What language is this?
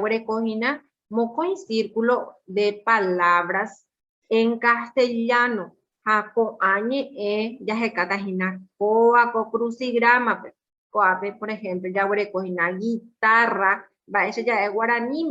Guarani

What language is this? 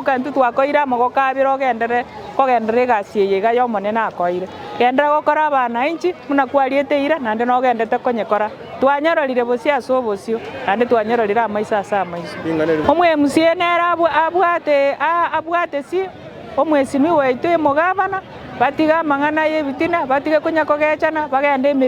Gusii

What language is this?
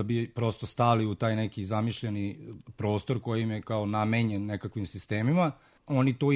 Serbian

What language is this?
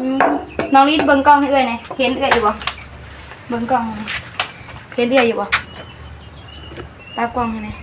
Northeastern Thai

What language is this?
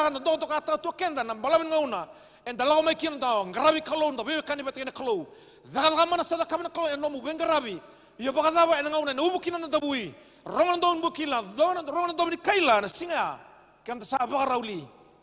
Fijian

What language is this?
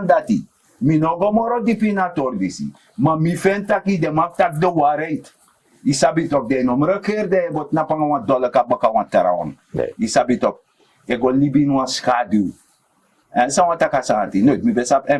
Sranan Tongo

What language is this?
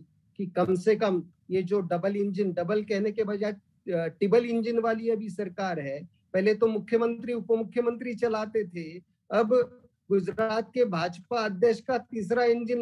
Hindi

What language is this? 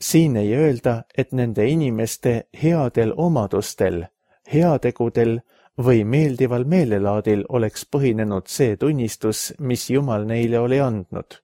Estonian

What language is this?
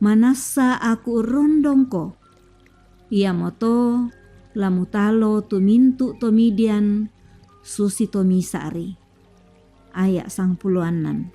Toraja-Sa'dan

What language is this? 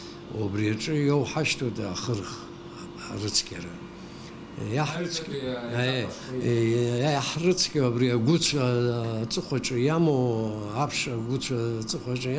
Abkhazian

